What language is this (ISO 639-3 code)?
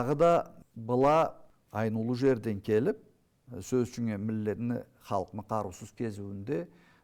krc